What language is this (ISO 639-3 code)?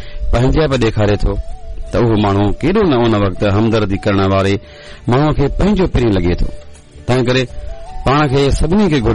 snd